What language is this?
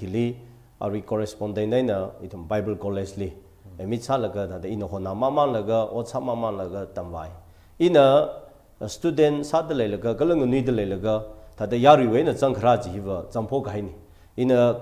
Tangkhul Naga (India)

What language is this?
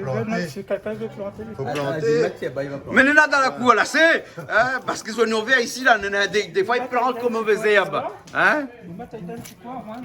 Réunion Creole French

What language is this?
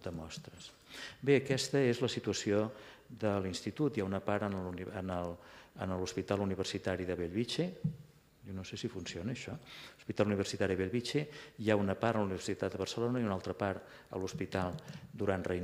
Catalan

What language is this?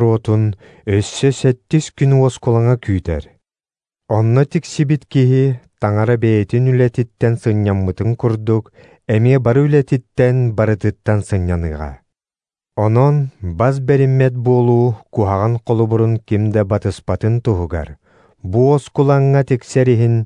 Yakut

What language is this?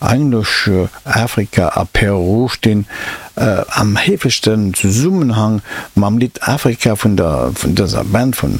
Luxembourgish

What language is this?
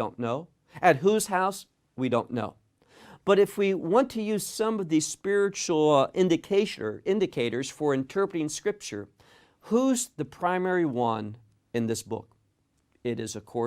English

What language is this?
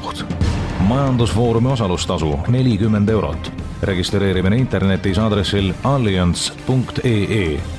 Estonian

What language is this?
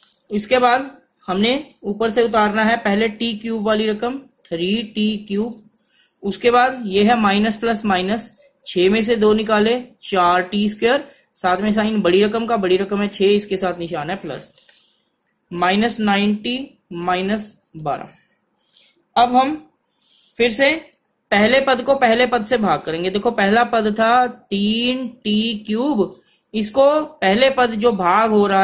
Hindi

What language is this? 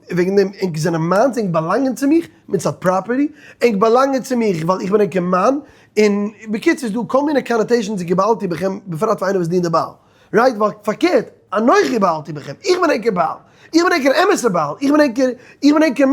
Yiddish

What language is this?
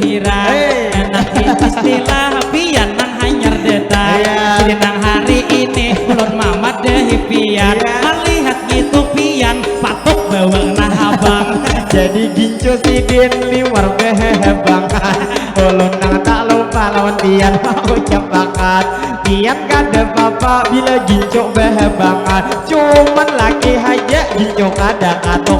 Banjar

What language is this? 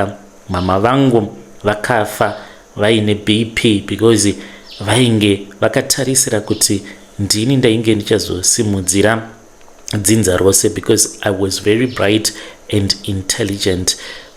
Shona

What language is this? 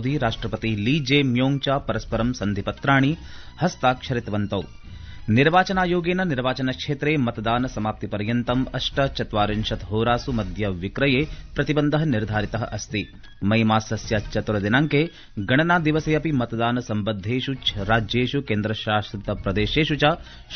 Sanskrit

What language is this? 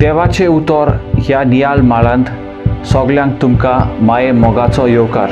Konkani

